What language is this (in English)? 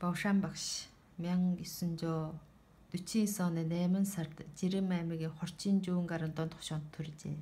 Mongolian